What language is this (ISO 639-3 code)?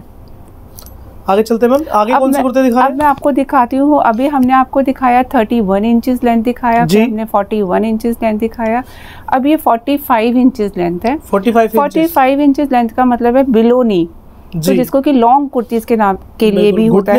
hin